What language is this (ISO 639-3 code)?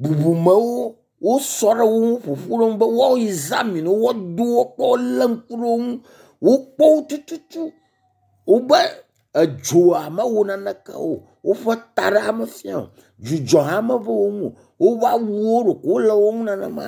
ewe